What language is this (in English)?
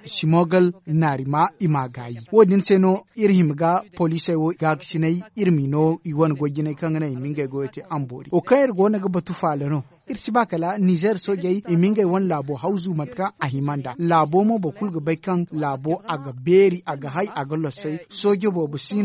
Zarma